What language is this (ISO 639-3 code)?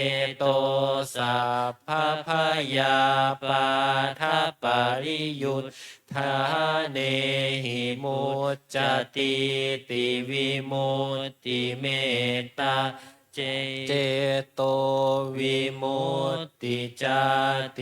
pli